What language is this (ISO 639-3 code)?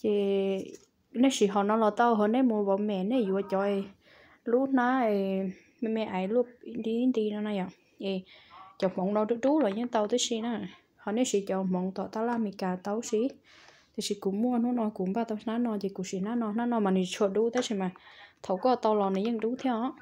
hmn